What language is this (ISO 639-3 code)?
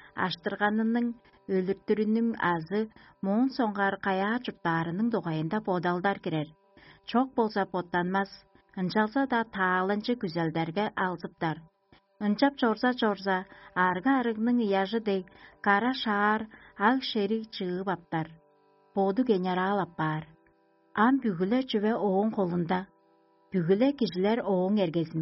tyv